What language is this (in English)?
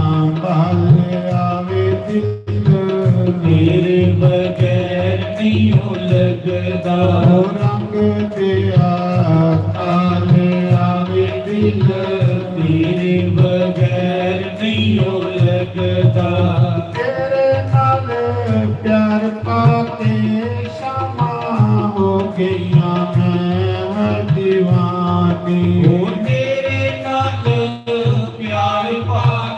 Dogri